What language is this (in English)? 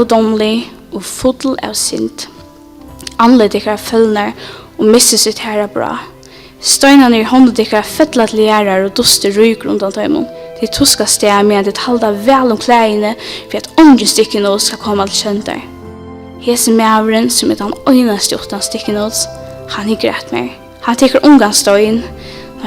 Faroese